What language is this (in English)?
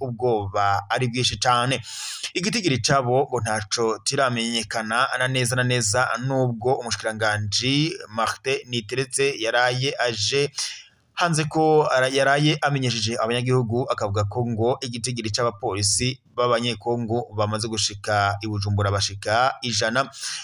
Rundi